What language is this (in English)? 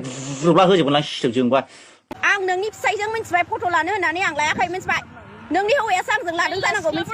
Bodo